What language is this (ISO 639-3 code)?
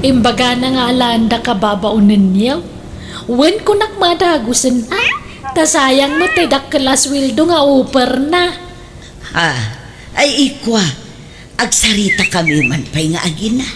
ilo